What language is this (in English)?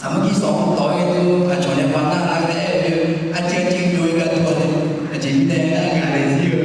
Akha